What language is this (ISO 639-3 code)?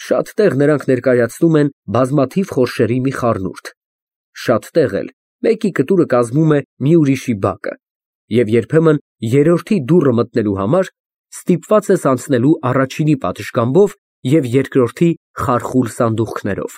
hye